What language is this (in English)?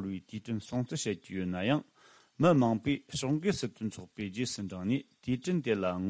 Tibetan